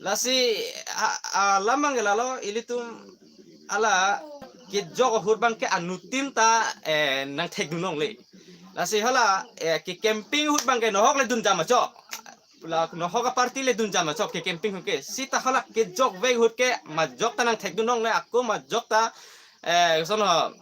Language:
Karbi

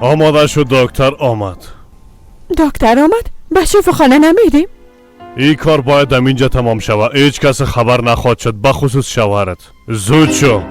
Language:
Persian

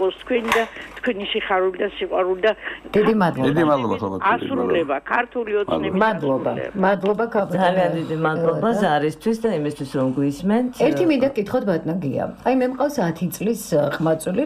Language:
Georgian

